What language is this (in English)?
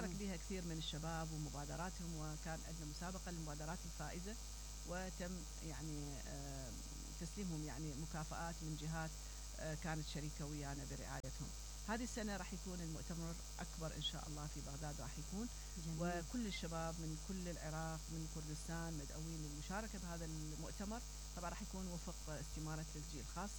Mesopotamian Arabic